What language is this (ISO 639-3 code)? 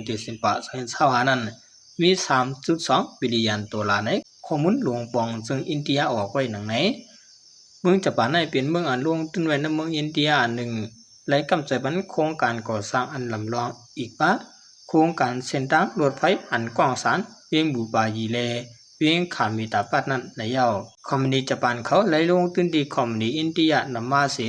shn